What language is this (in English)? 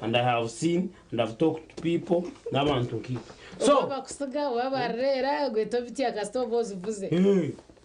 Nyankole